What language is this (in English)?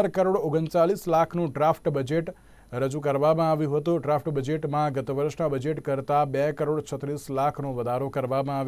Gujarati